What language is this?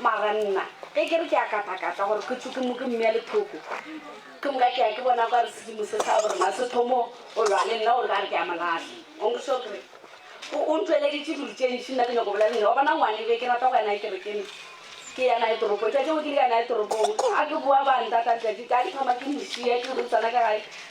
Northern Sotho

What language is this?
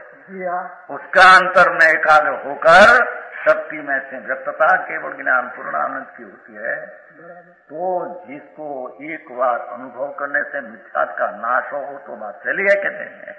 Hindi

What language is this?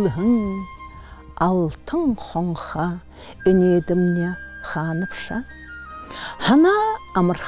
Buriat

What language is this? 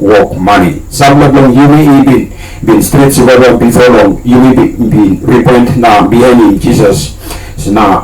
Tok Pisin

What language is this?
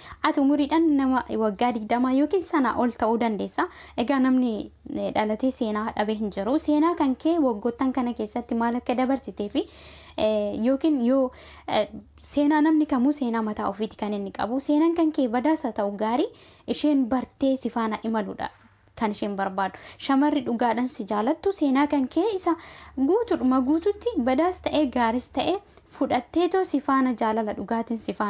Oromo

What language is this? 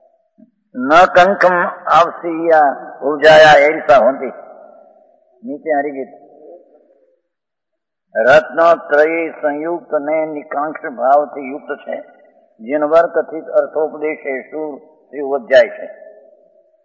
Gujarati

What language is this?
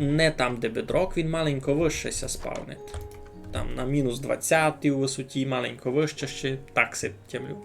Rusyn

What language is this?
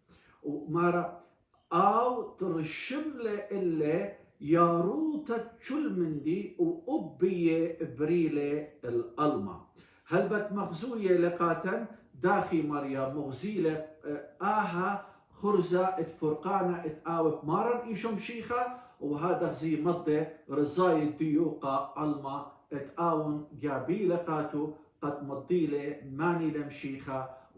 Assyrian Neo-Aramaic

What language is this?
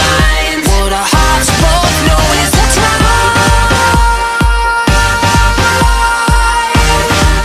English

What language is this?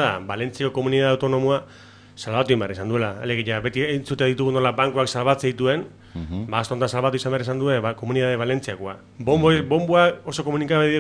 Basque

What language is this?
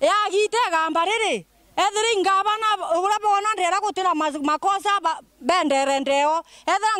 Meru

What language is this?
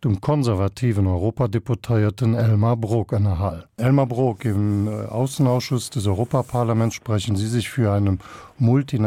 Luxembourgish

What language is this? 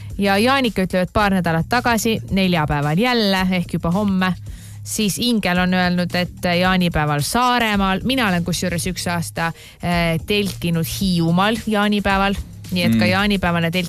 Estonian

